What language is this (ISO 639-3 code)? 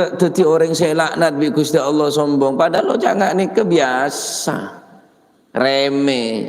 mad